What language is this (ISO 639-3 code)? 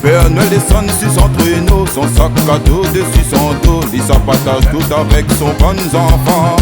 rcf